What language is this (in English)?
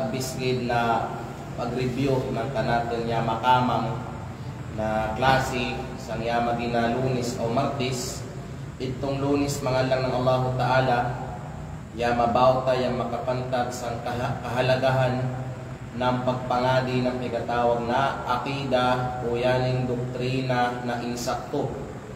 Kalagan